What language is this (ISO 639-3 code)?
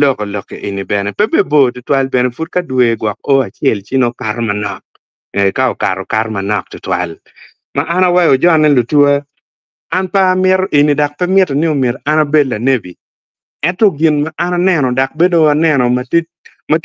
ach